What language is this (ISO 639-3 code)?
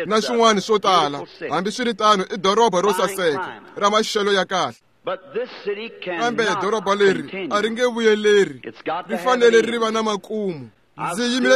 tso